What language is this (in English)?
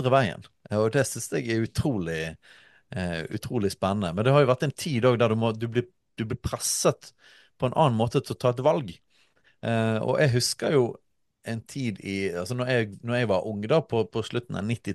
Norwegian